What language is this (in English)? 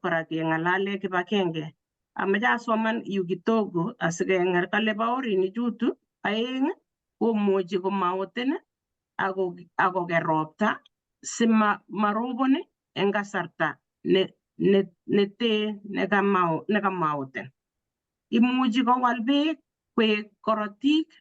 Kalenjin